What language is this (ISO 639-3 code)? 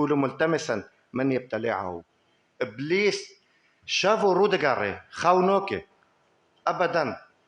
kur